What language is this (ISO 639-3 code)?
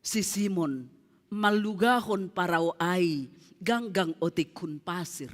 bts